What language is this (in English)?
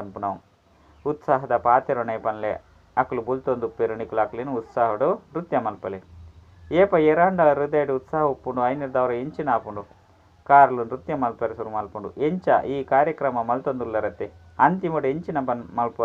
Tulu